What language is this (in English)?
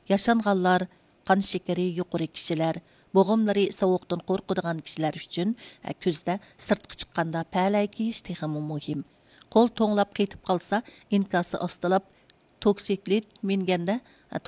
Uyghur